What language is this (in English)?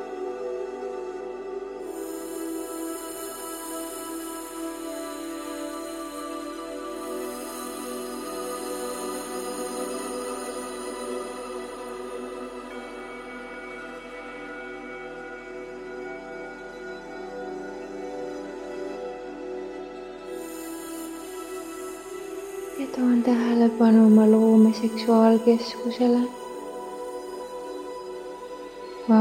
Estonian